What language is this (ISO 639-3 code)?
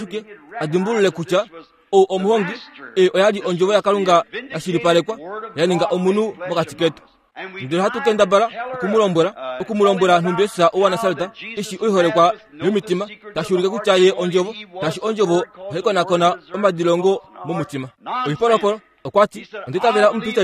kua